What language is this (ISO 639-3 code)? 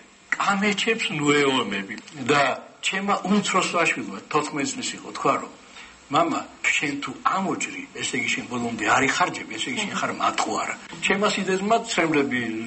kat